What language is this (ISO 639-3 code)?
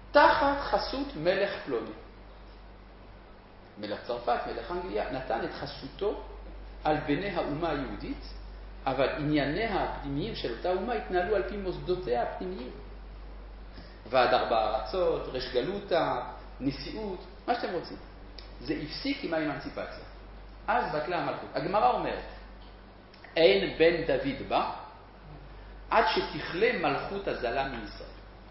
heb